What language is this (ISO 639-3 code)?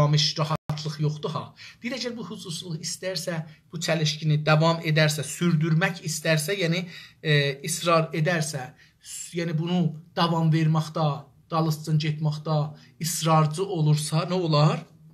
azb